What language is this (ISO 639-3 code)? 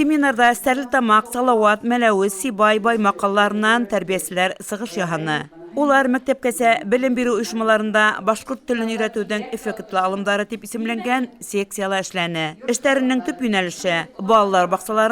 bak